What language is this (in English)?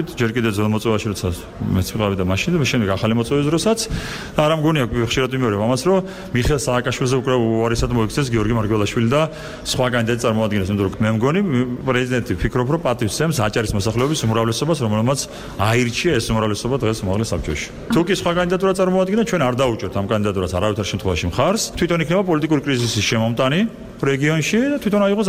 Georgian